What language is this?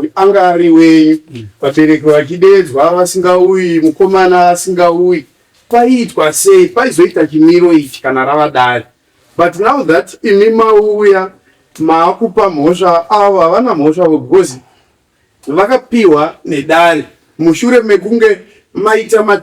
Shona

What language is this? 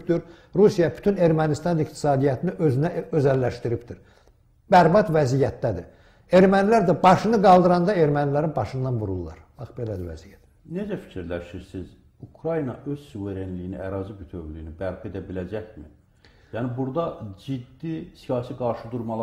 Azerbaijani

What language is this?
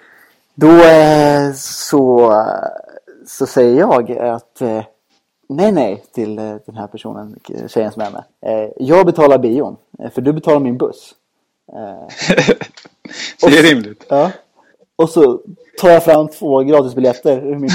Swedish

